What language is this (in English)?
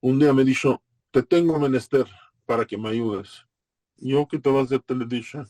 Ladino